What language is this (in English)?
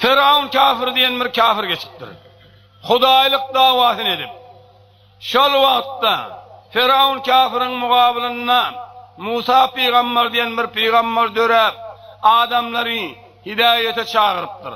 Turkmen